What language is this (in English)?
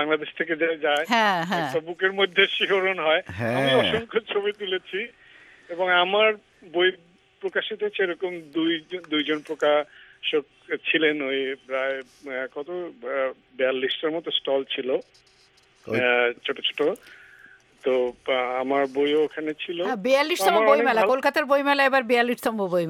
Bangla